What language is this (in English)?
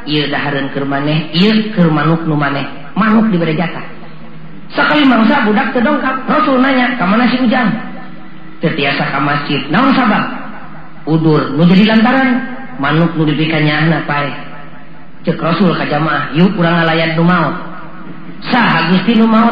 Sundanese